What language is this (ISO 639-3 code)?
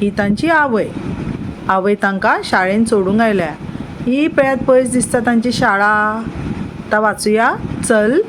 kok